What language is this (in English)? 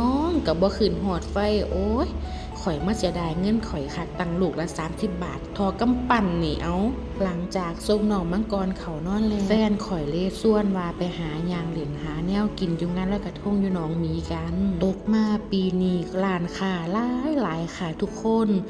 Northeastern Thai